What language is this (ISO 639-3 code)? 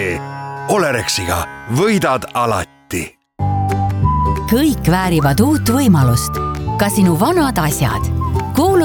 est